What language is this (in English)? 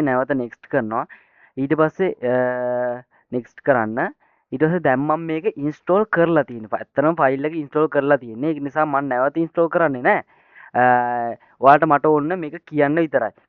Sinhala